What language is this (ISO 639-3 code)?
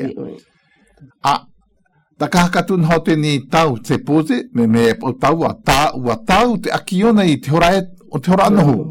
glg